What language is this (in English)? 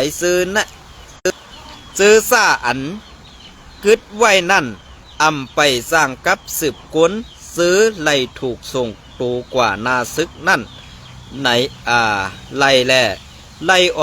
Shan